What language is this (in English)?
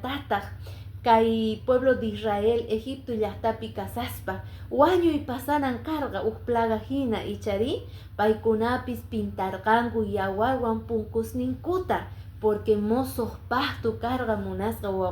Quechua